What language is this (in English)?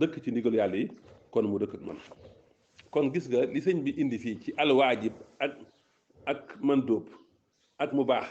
Wolof